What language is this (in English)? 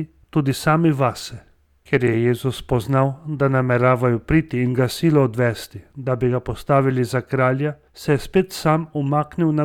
Slovenian